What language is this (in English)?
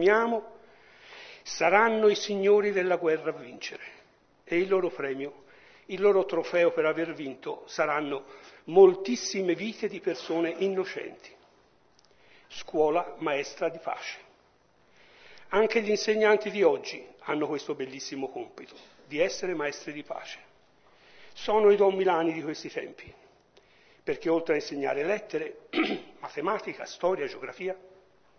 Italian